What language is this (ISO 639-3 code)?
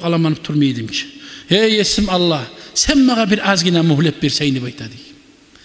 kum